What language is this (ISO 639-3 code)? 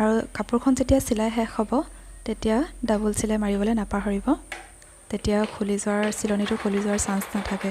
asm